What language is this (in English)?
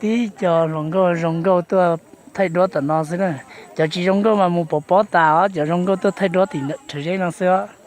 Hmong